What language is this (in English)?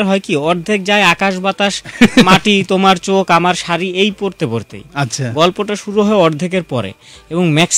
Bangla